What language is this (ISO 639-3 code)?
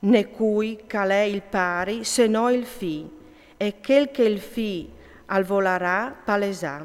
fur